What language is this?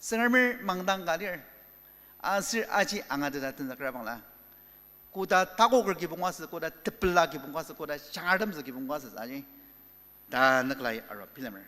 Ao Naga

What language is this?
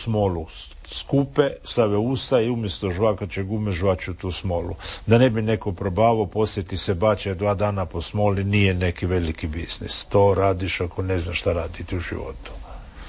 Croatian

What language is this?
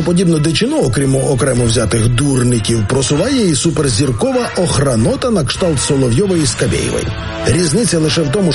Ukrainian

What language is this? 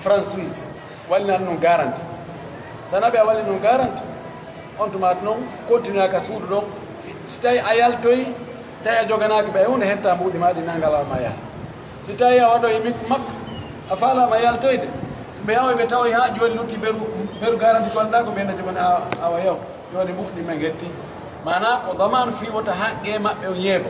Pular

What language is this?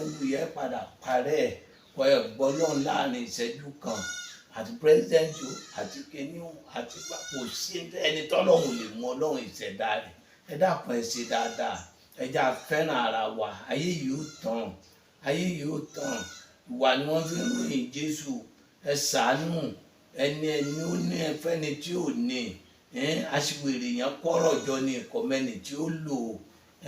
Yoruba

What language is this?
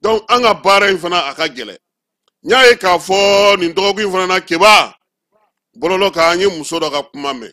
Bambara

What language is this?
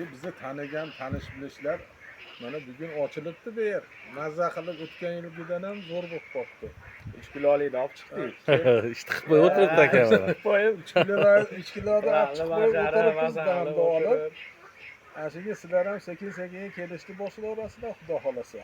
Uzbek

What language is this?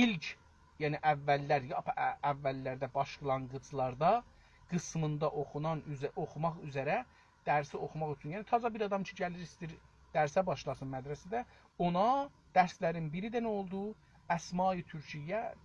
South Azerbaijani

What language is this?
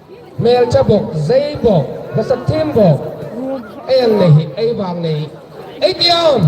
Hmar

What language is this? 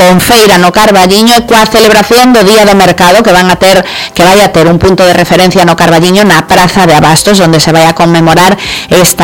Galician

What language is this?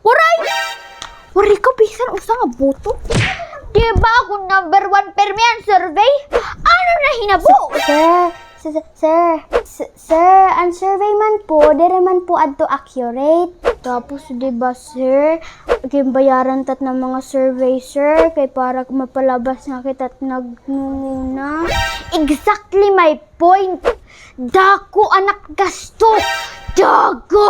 Waray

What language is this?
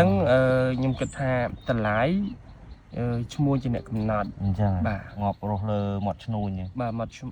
Khmer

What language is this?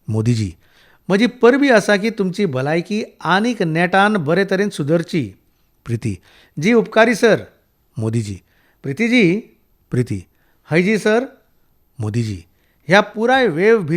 Konkani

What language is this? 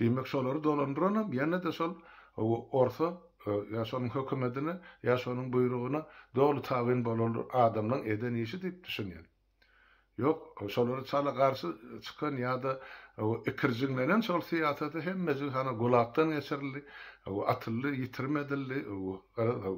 Turkmen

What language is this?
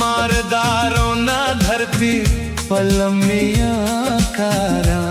Dogri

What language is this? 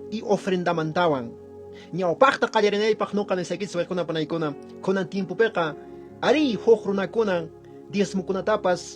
Quechua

